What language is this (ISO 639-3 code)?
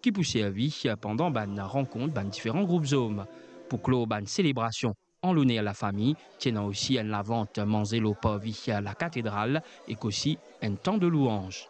mfe